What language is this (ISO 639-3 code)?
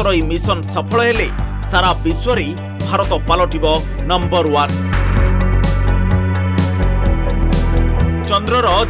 ori